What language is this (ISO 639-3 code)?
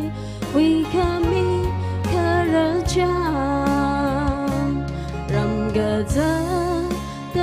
nmf